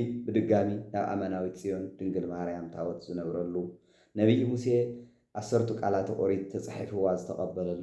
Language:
Tigrinya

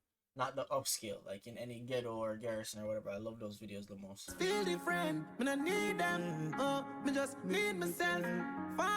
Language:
Jamaican Creole English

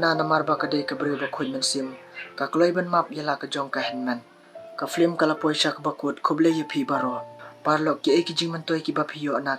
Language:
Khasi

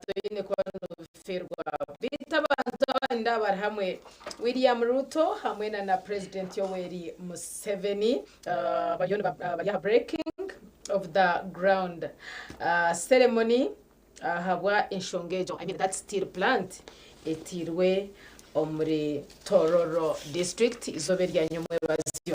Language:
Nyankole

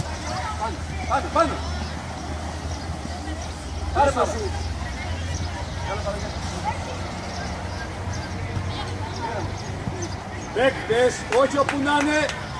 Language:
Greek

